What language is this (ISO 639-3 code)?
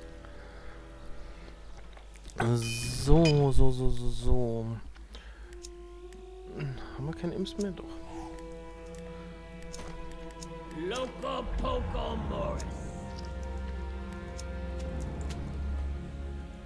deu